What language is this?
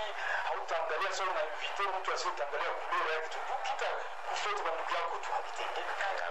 Swahili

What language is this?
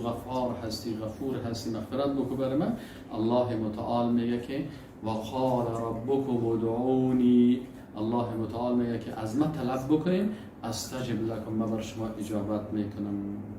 Persian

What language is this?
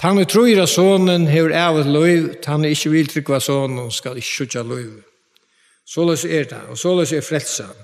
Faroese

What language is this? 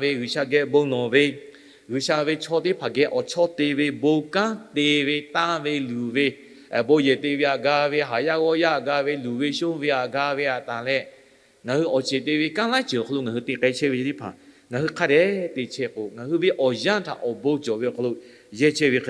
Lahu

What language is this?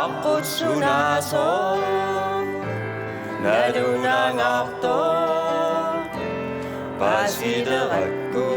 Kalaallisut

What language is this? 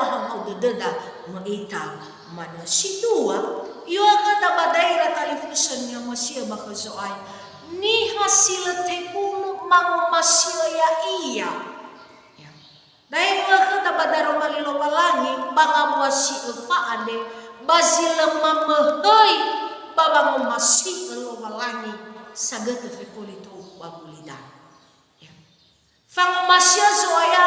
Nias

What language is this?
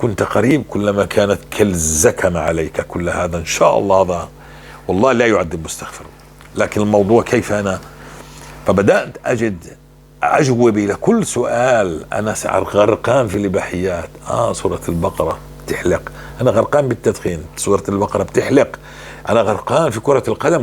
North Levantine Arabic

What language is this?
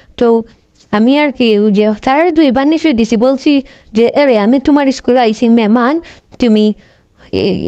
Sylheti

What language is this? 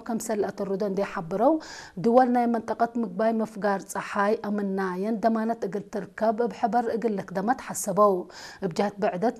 Tigre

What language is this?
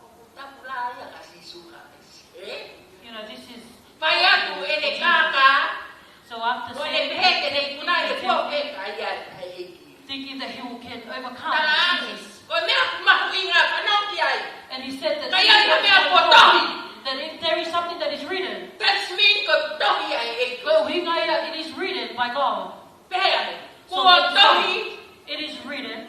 Tongan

